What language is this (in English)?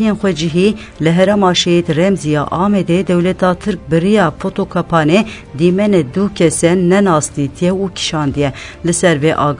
Kurdish